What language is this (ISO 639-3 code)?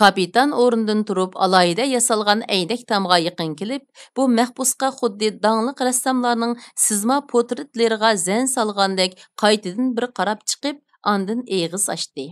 uig